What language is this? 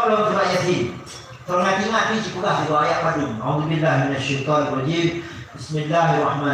Achinese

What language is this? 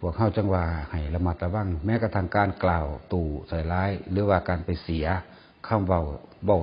Northeastern Thai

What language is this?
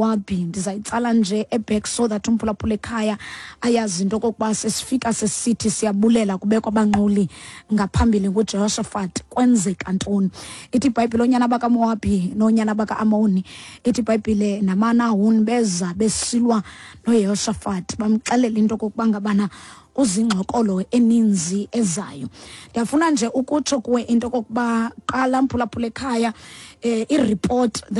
Xhosa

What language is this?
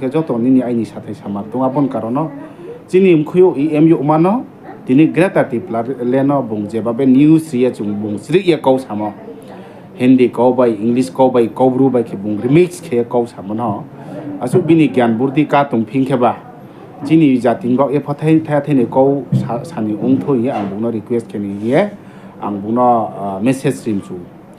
Riang (India)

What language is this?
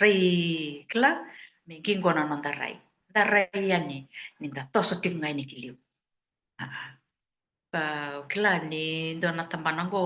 Fijian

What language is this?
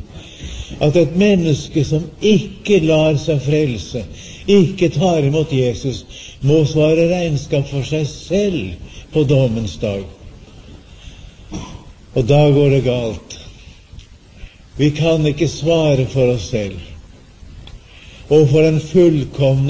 Norwegian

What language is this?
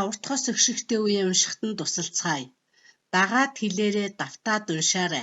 Mongolian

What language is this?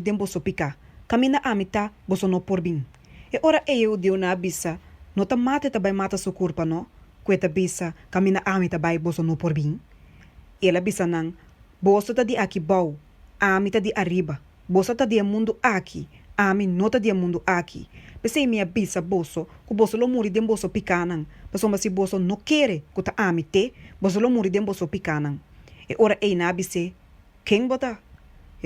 Papiamento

